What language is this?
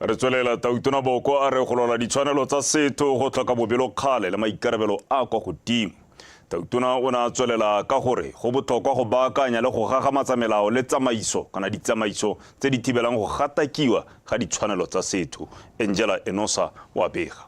Tswana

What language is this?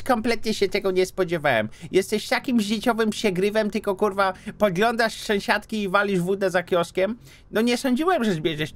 Polish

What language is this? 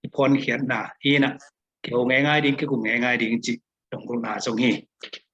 Tedim Chin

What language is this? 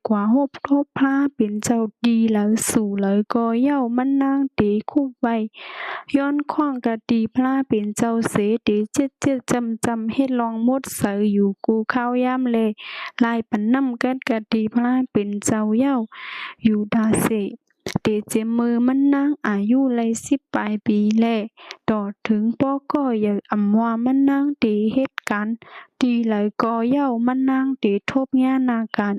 Shan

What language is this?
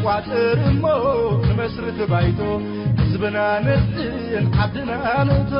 Tigre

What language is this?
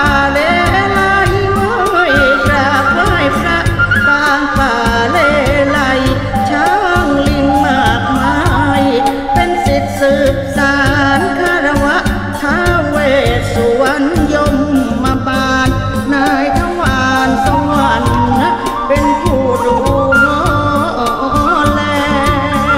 Thai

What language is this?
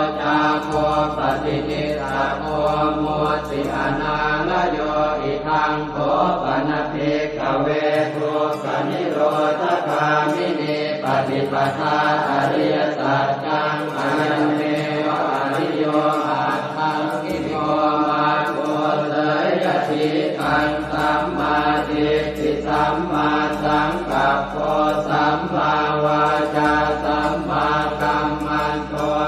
Pali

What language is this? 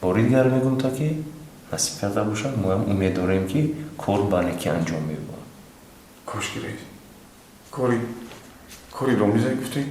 Tajik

